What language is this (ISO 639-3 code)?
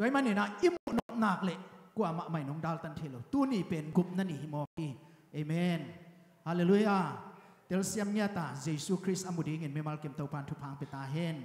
ctd